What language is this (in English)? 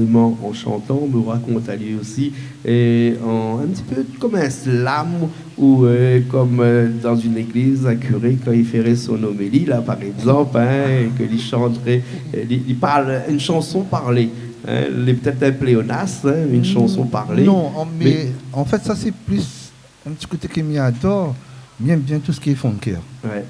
Réunion Creole French